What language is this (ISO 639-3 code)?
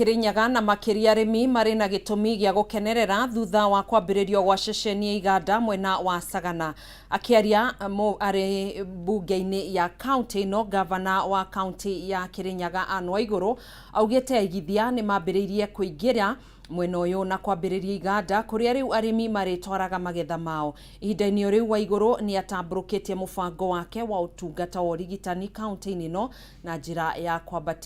kik